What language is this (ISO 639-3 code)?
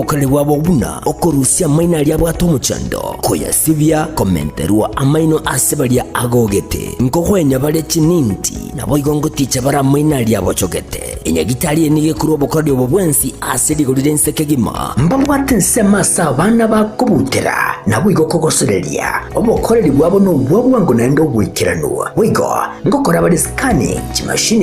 guz